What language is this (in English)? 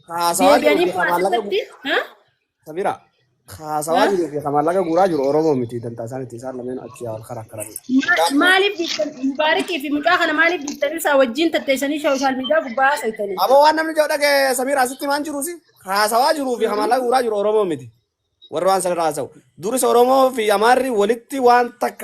Oromo